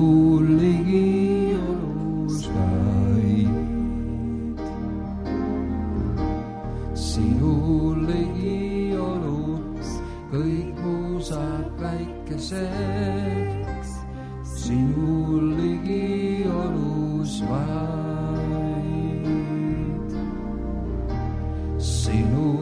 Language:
Estonian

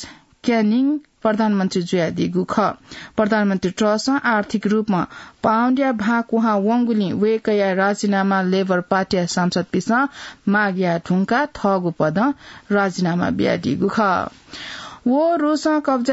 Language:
Newari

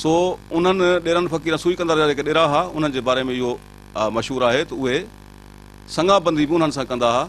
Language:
Sindhi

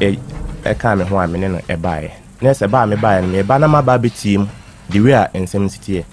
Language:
Akan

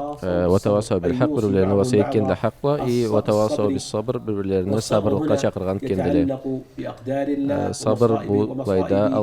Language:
Karachay-Balkar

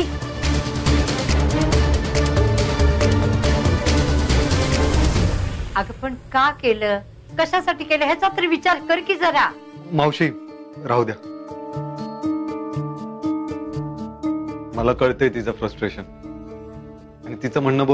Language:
Marathi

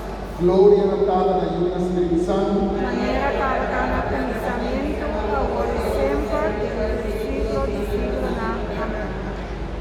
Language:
Papiamento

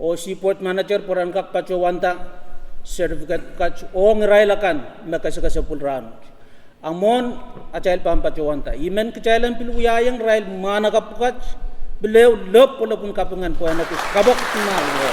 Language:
Pohnpeian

